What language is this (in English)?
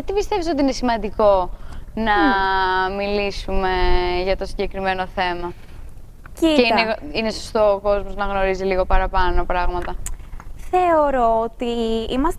Greek